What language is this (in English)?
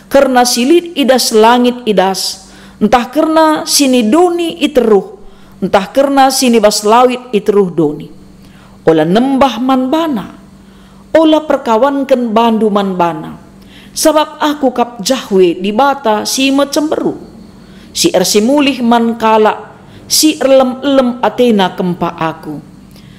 Batak Karo